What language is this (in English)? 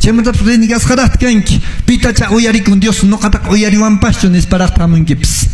Quechua